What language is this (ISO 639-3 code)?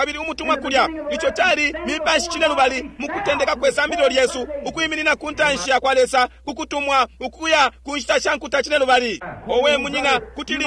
bem